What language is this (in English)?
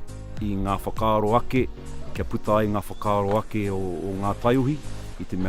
Māori